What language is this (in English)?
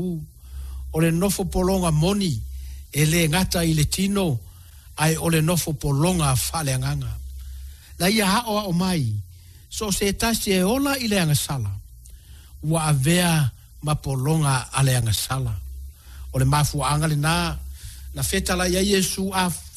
Samoan